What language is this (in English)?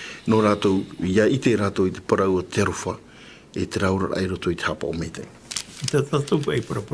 Tahitian